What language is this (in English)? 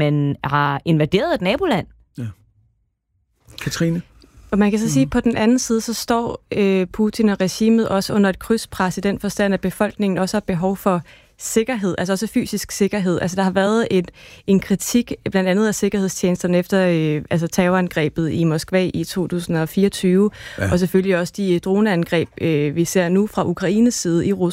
Danish